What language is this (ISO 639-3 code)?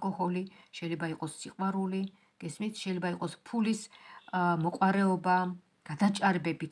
kat